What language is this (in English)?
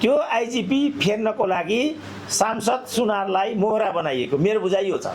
Nepali